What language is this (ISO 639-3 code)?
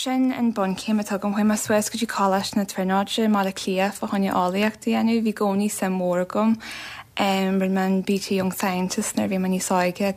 gle